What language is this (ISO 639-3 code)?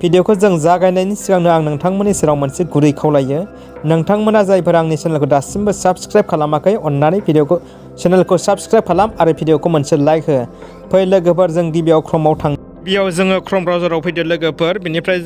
brx